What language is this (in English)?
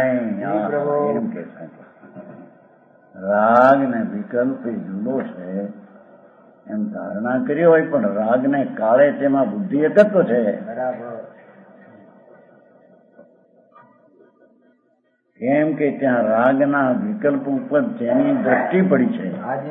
Gujarati